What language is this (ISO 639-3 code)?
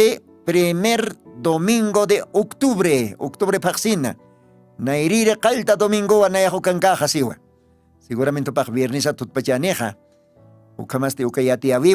aym